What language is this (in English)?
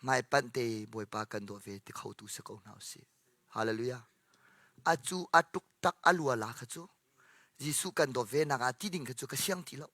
Hakha Chin